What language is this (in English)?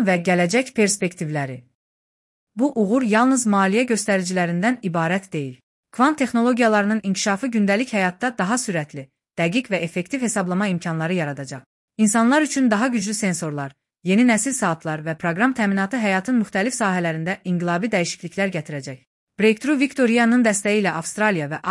Azerbaijani